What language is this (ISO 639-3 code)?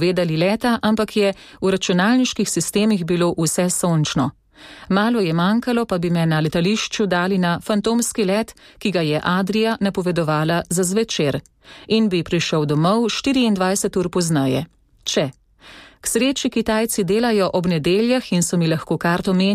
slv